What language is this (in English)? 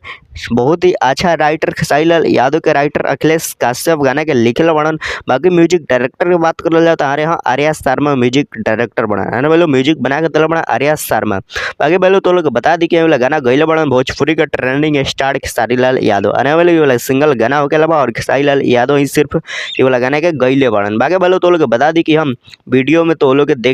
Bhojpuri